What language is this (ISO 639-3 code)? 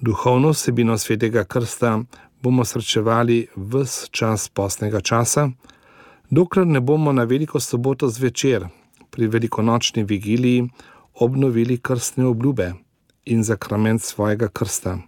slv